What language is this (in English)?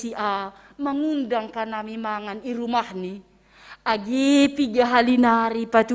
Batak Simalungun